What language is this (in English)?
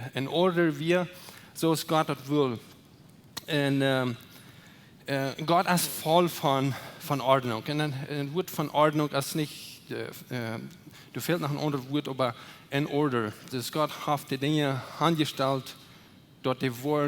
Plautdietsch